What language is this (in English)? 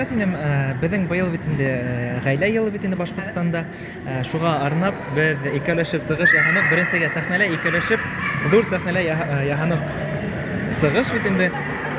Bashkir